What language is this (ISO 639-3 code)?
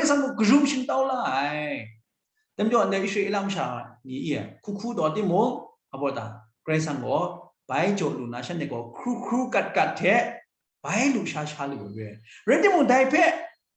kac